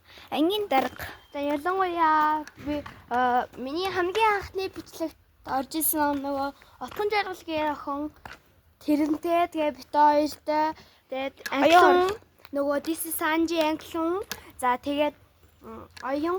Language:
Mongolian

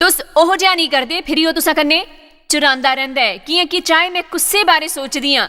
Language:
Dogri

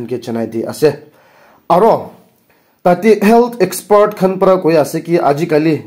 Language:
Naga Pidgin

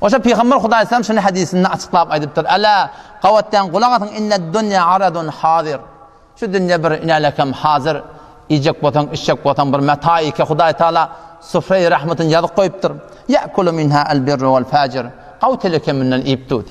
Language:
Turkmen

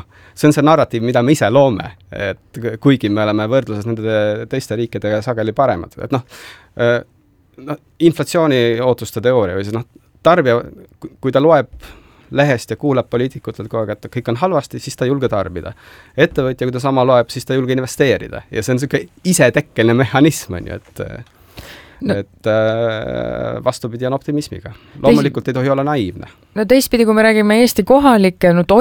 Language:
Estonian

